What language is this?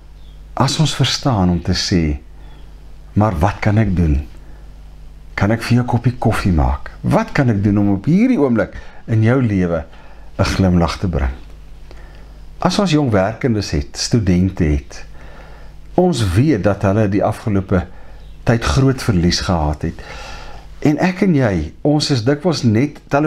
Afrikaans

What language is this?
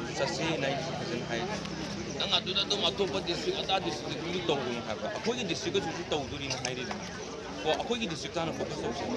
Manipuri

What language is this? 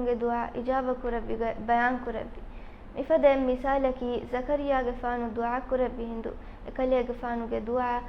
Divehi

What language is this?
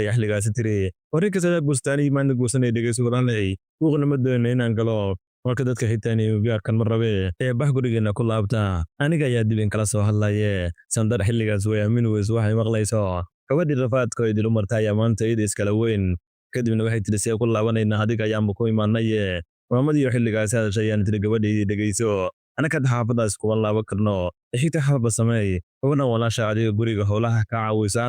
Somali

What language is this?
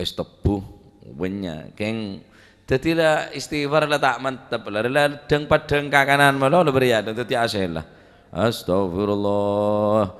Madurese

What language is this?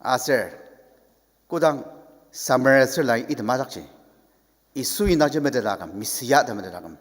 Ao Naga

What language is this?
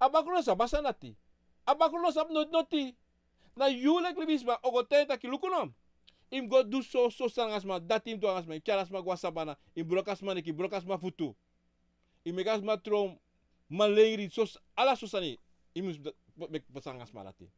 Sranan Tongo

